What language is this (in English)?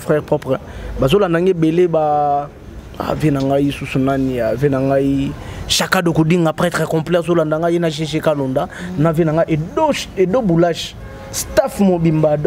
Lingala